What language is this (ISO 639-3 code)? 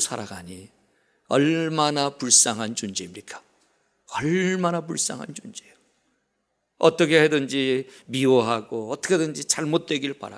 kor